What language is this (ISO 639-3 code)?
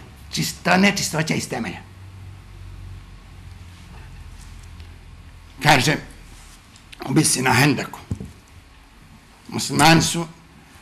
bos